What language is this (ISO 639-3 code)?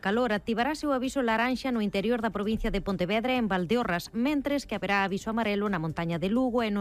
glg